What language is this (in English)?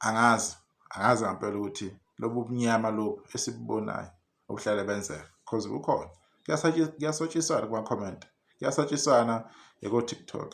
Zulu